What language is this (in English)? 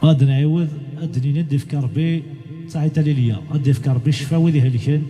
Kabyle